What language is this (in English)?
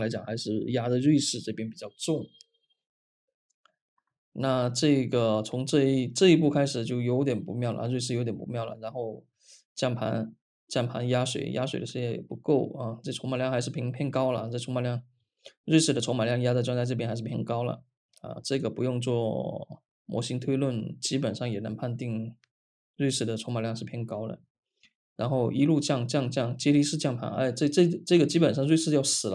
Chinese